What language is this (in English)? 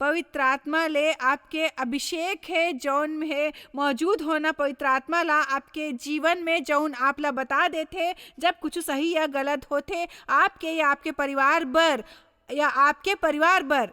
Chhattisgarhi